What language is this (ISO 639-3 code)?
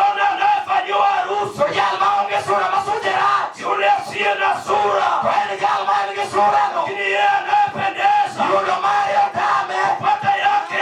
luo